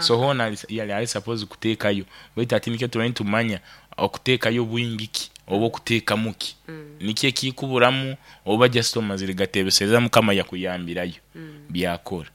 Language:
Nyankole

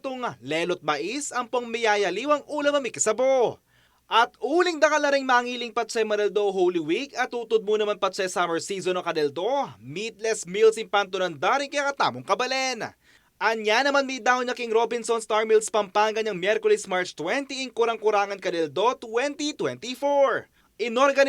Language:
Pampanga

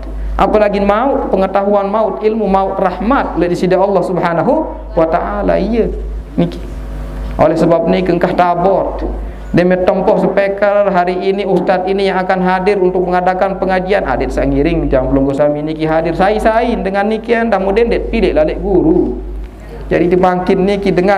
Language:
Sasak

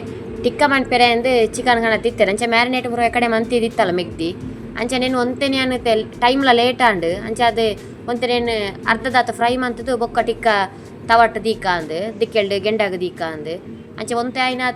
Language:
Tulu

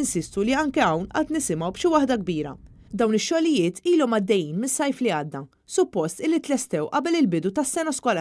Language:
Maltese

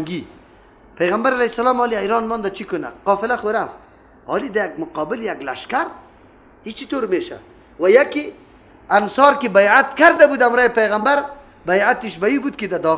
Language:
Persian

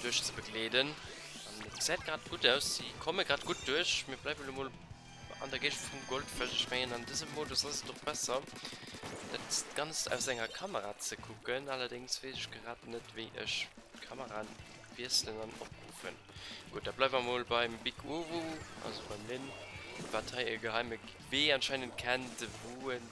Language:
Luxembourgish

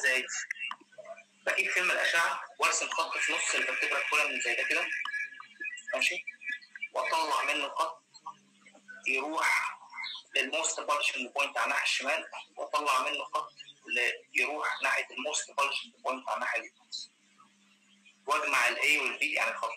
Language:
Egyptian Arabic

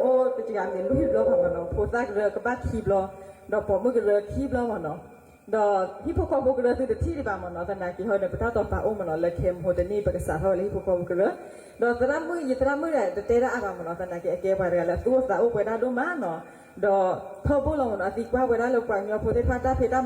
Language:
S'gaw Karen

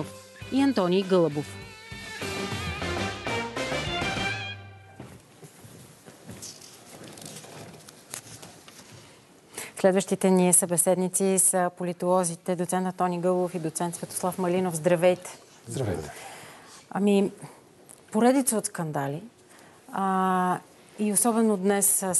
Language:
Bulgarian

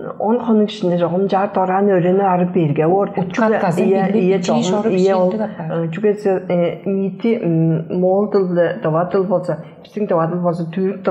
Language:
Tuvinian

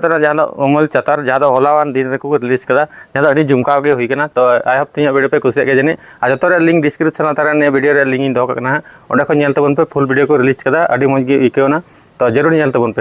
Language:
Santali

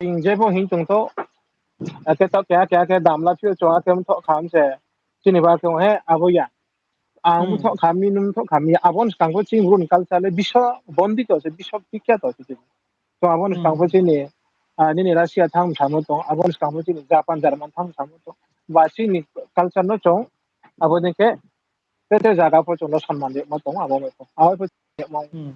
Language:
Riang (India)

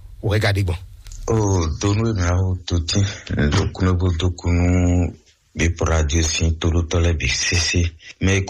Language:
Fon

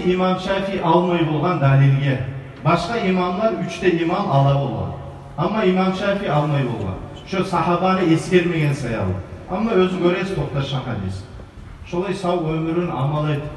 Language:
Kumyk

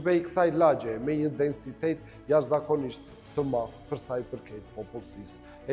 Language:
Albanian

